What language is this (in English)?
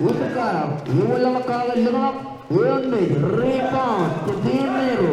Marshallese